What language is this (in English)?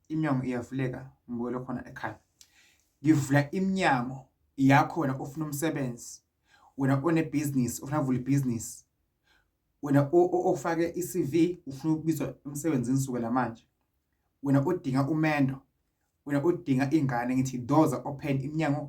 Zulu